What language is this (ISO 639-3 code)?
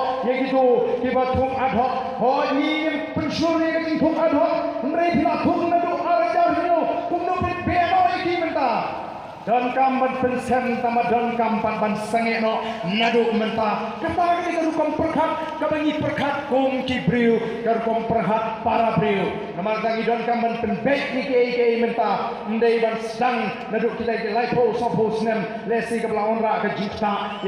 kha